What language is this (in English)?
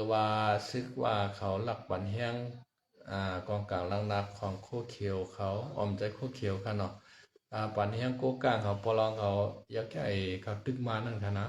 Shan